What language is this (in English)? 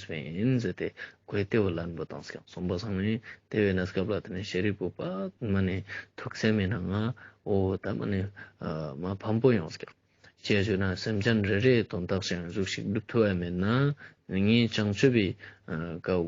Ladakhi